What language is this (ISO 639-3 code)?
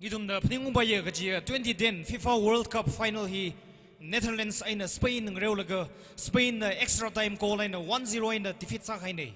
nmf